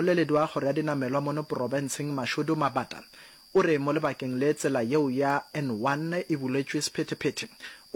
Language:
Northern Sotho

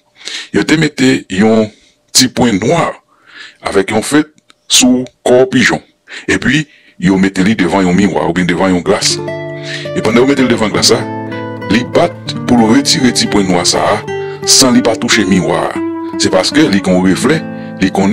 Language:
Haitian Creole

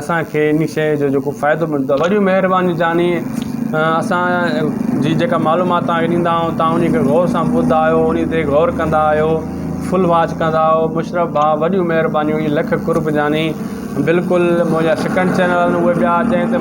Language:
Sindhi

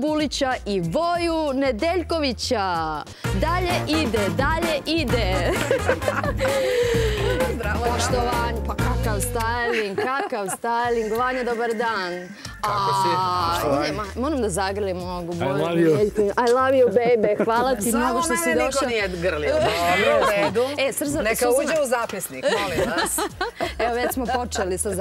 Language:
Serbian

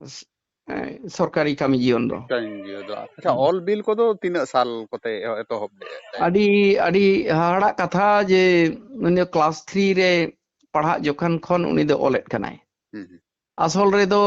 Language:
Santali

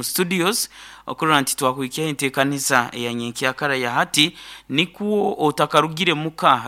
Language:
Nyankole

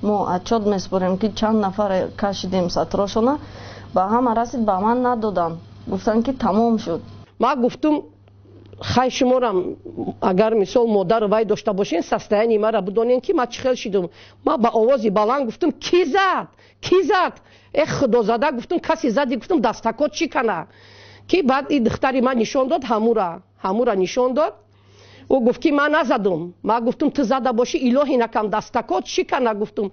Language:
Tajik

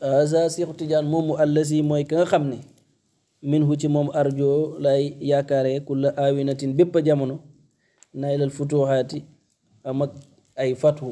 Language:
Wolof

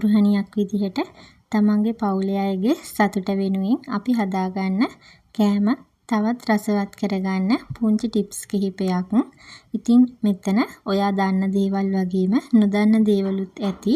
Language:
Sinhala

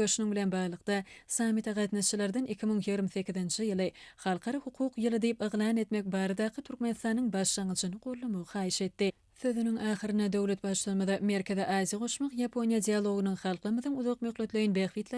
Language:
Turkmen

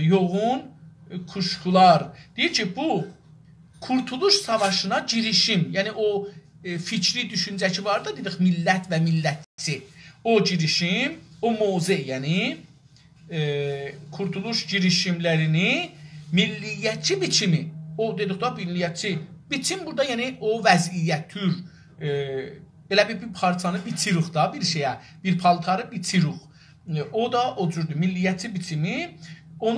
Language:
South Azerbaijani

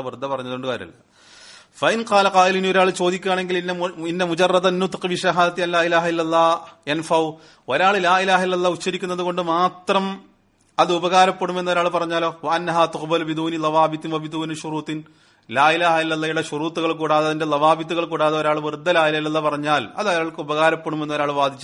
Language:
Malayalam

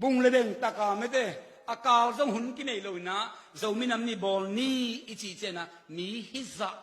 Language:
Tedim Chin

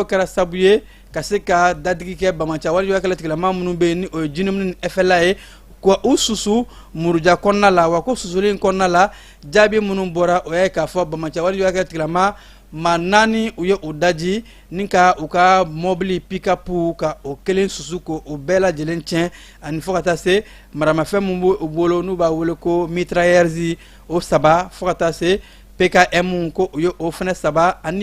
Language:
Bambara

